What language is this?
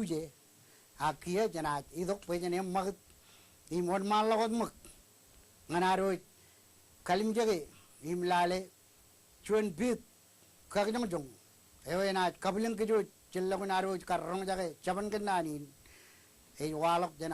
Marshallese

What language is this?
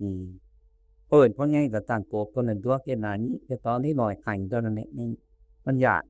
Northeastern Thai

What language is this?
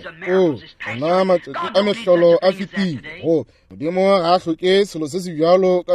Northern Sotho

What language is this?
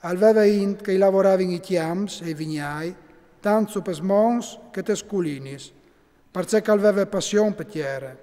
Friulian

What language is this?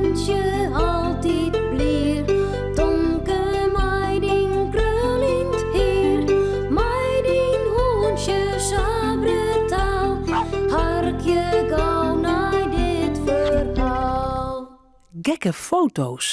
Western Frisian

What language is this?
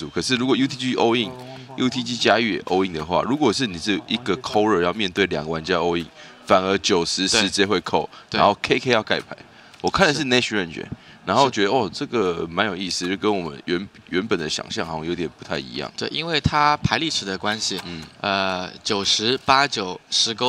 Chinese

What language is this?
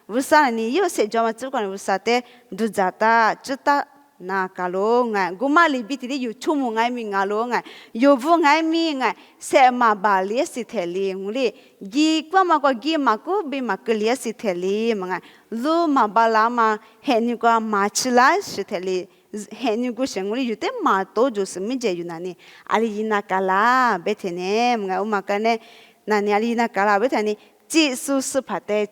Lisu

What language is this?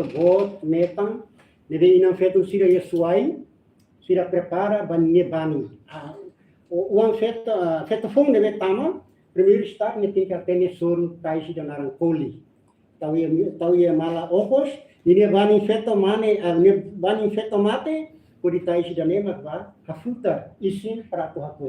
Tetum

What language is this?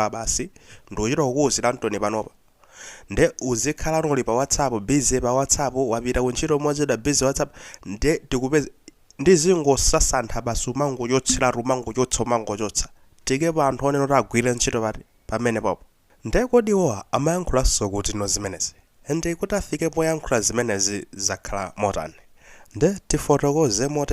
Nyanja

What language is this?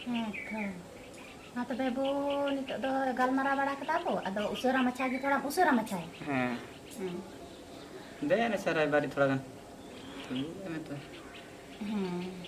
Santali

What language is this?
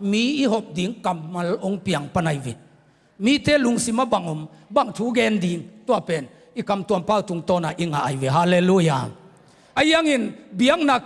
Tedim Chin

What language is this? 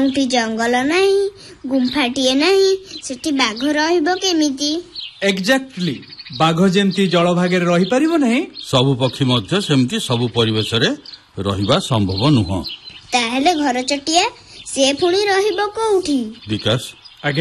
Odia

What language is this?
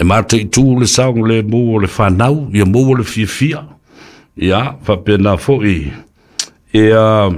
Samoan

